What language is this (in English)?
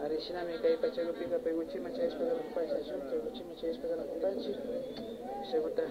Imbabura Highland Quichua